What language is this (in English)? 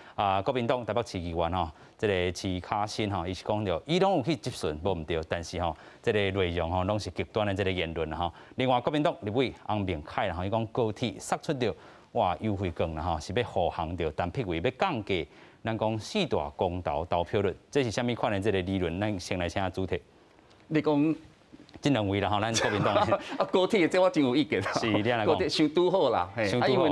Min Nan Chinese